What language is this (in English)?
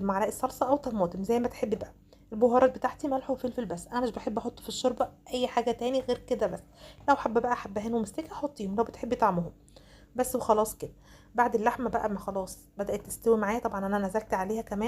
Egyptian Arabic